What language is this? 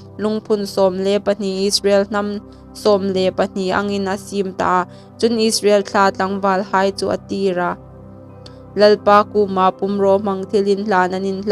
Hmar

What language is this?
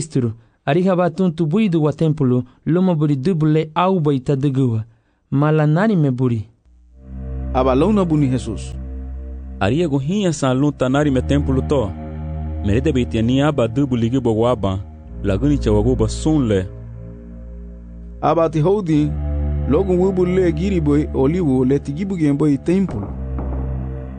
Garifuna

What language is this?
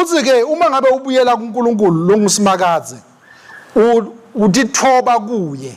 Swati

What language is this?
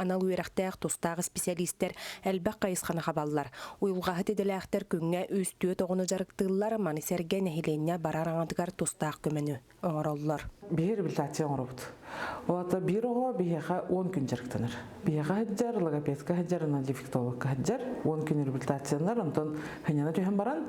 Yakut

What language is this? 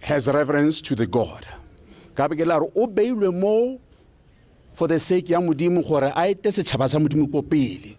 Tswana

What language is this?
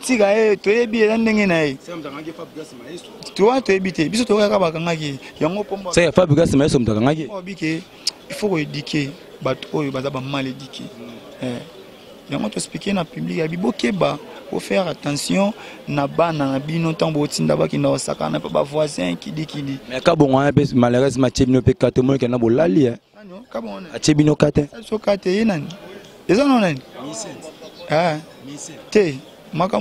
Lingala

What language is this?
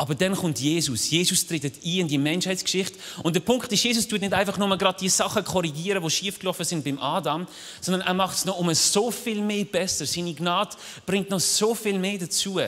Swiss German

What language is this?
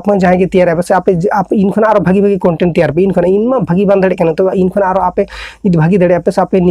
Santali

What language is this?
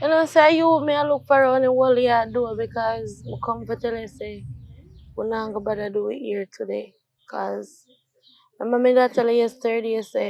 Jamaican Creole English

